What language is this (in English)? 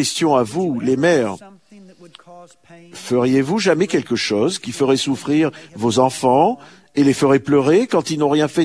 French